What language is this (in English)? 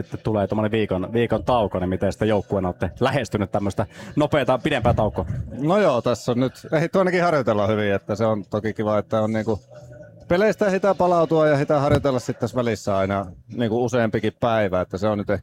Finnish